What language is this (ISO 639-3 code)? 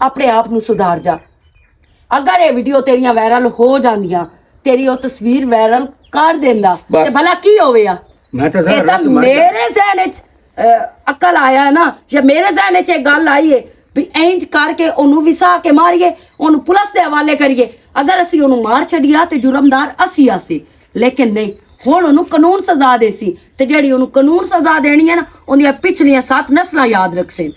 lah